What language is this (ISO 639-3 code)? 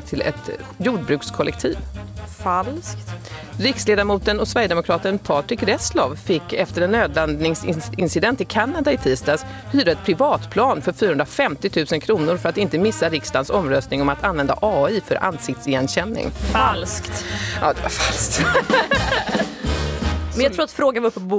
swe